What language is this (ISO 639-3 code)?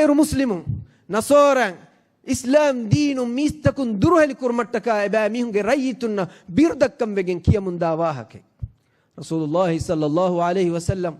div